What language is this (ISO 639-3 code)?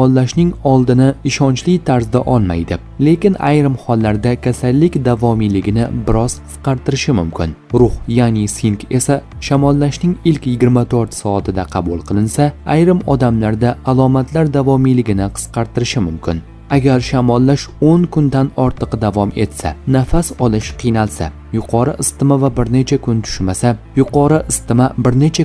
uzb